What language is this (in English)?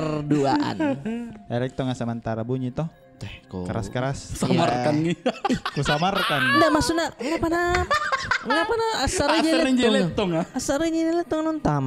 Makassar Malay